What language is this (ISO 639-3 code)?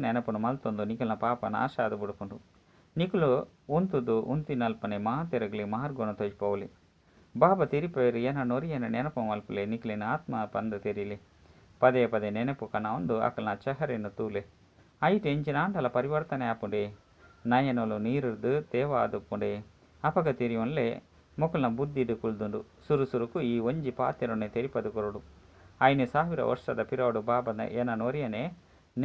tcy